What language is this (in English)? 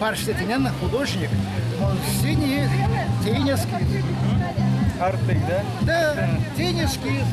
Erzya